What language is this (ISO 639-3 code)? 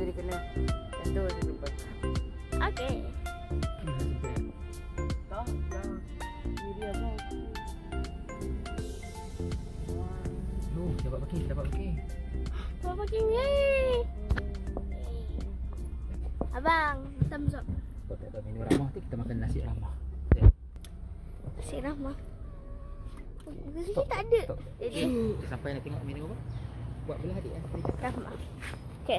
msa